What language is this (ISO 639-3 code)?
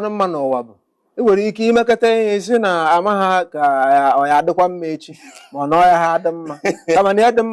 ibo